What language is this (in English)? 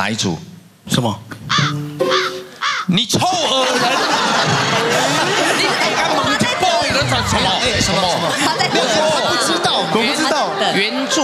Chinese